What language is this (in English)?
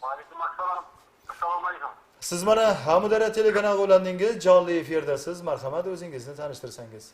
Kara-Kalpak